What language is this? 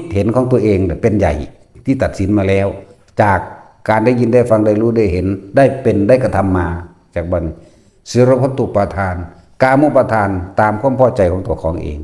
Lao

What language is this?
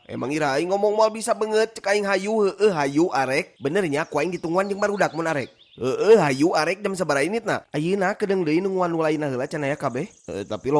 Sundanese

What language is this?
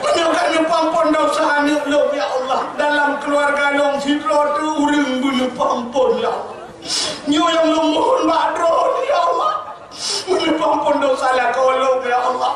Achinese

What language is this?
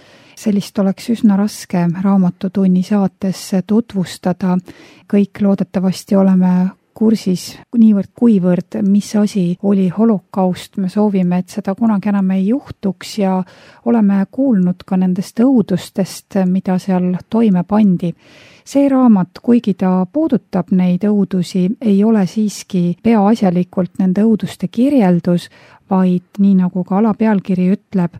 Estonian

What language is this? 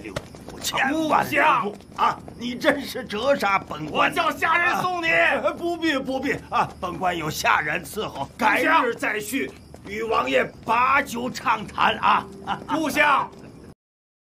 Chinese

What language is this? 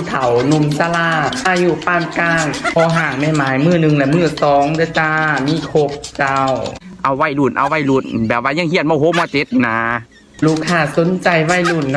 Lao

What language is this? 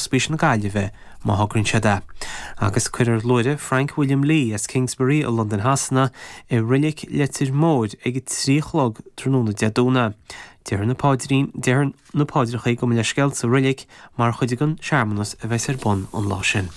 Irish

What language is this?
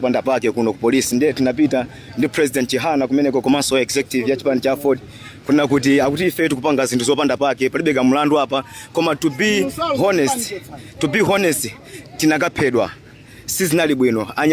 Nyanja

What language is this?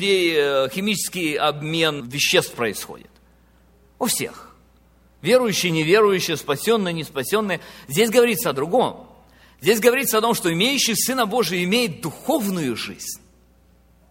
Russian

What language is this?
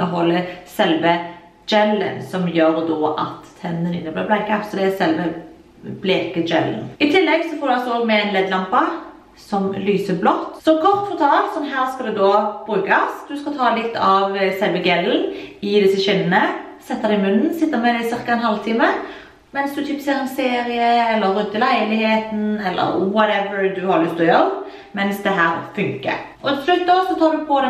Norwegian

